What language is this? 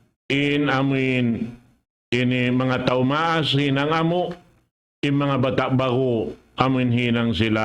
Tausug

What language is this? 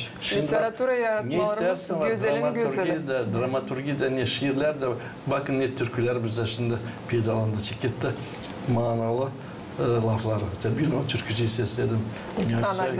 Gagauz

